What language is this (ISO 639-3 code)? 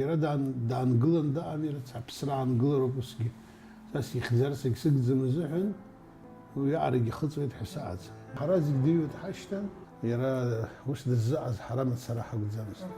abk